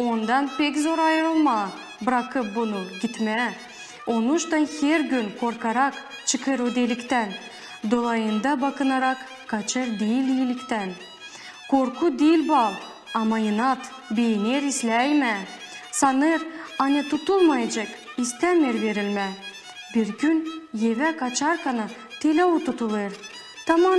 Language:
Gagauz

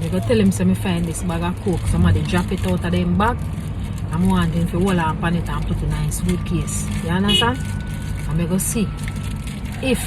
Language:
Jamaican Creole English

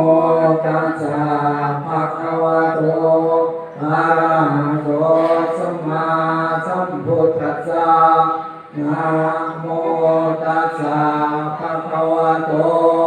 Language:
Pali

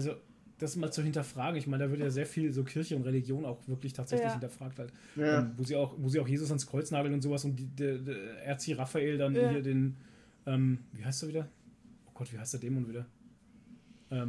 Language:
German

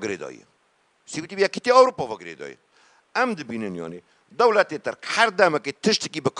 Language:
Kurdish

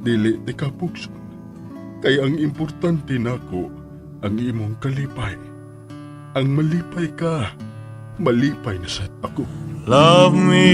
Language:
Cebuano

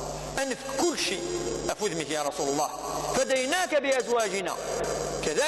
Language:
Kabyle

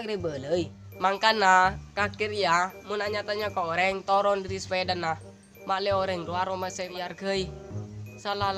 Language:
Madurese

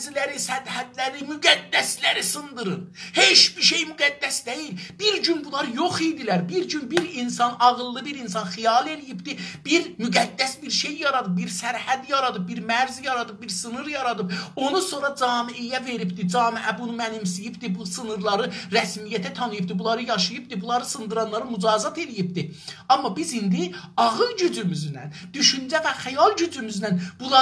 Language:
South Azerbaijani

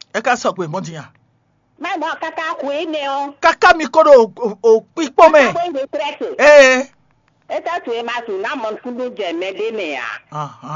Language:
Fon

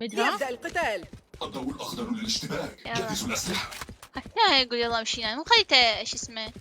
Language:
Mesopotamian Arabic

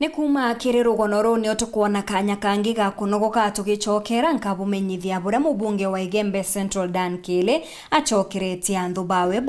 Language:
Meru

